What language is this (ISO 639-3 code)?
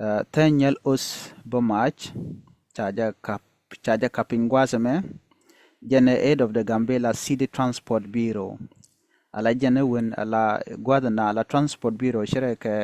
nus